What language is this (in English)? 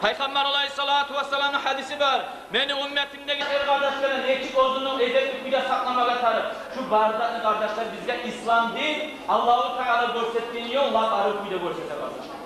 Kumyk